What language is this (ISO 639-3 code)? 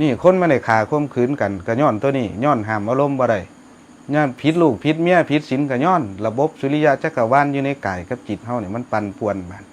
tts